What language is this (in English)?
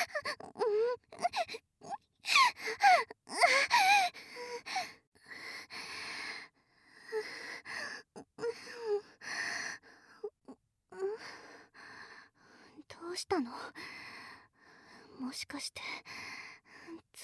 Japanese